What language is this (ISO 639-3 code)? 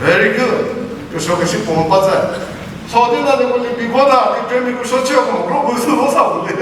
nri